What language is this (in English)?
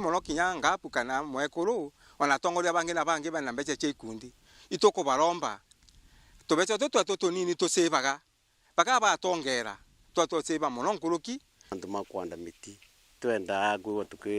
Meru